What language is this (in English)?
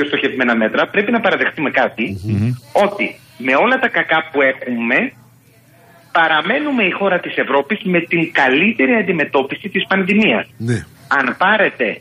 Greek